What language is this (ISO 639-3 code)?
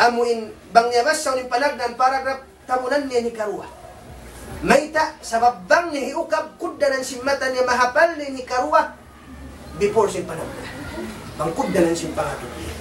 tsg